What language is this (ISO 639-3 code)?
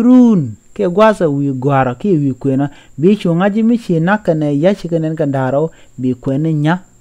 nus